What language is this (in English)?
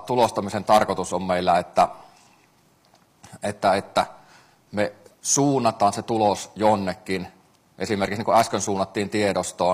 Finnish